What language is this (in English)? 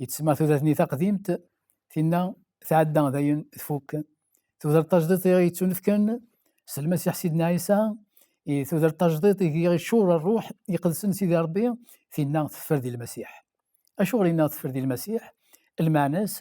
Kabyle